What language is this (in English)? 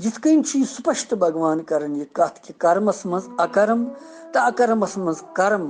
Kashmiri